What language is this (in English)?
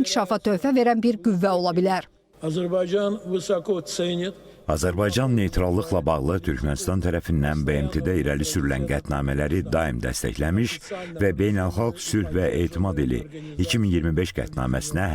Azerbaijani